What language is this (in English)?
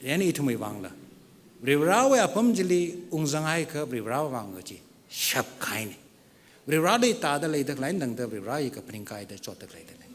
Tangkhul Naga (India)